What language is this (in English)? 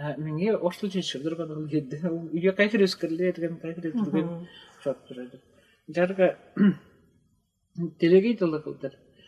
Tuvinian